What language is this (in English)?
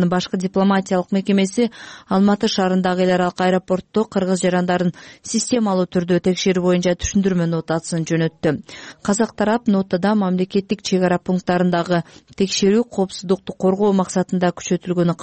Kyrgyz